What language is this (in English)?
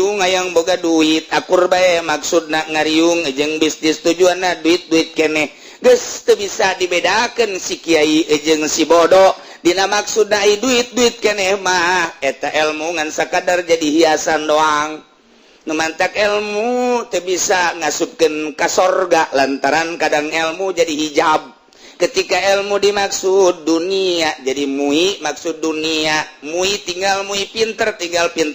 Sundanese